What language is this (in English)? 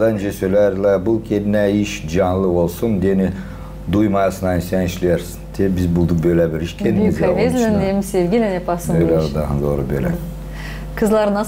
Gagauz